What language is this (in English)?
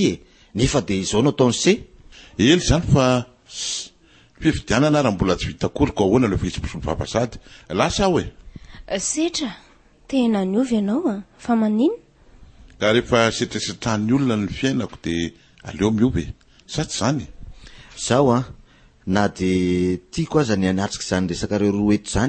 Malagasy